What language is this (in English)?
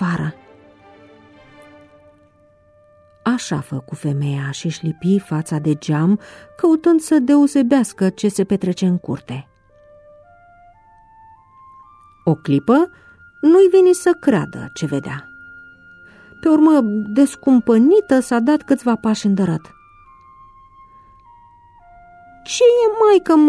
Romanian